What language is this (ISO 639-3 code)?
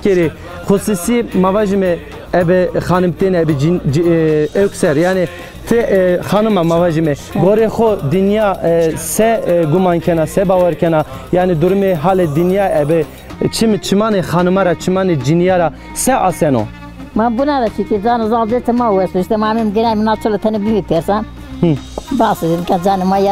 zza